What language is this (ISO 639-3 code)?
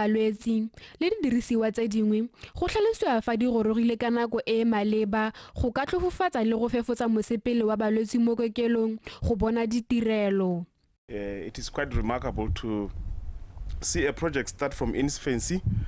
tsn